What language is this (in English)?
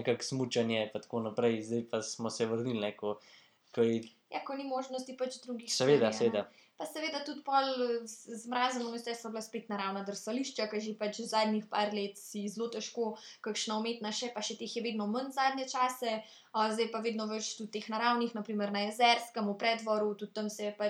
Slovenian